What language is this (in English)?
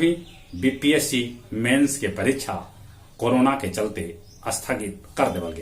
Magahi